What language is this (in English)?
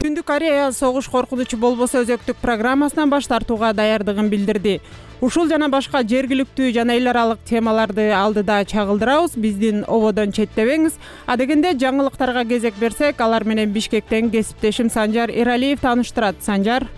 Kyrgyz